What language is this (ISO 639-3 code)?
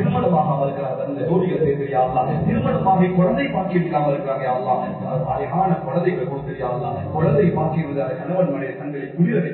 tam